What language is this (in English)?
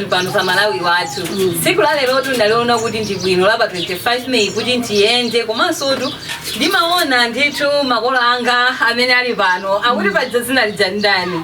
Nyanja